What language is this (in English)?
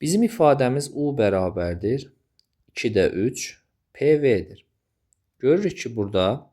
Azerbaijani